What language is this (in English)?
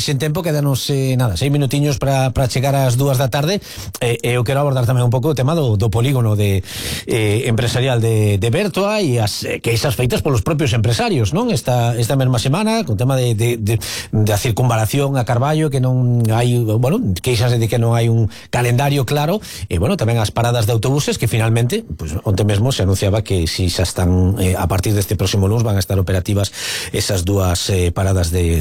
Galician